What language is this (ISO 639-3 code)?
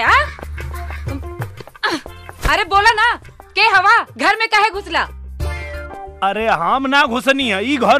bho